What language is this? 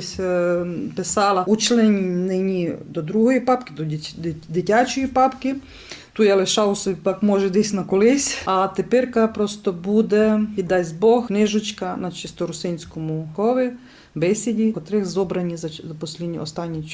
Rusyn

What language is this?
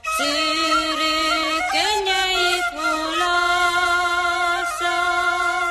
Hungarian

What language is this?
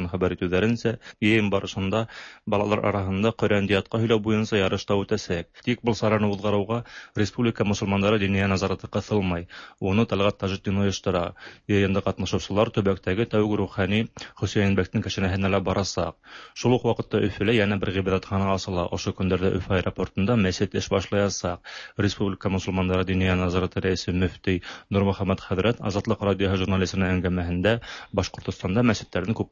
Tatar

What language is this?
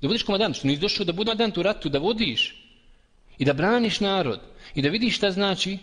Bosnian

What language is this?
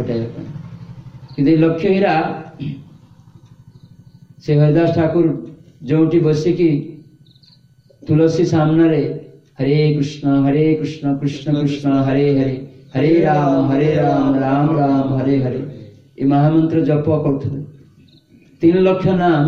Odia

